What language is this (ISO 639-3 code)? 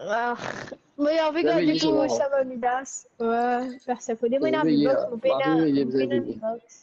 mfe